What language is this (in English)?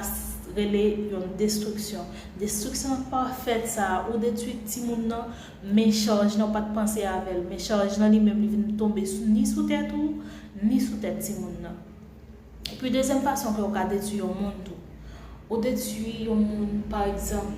Haitian Creole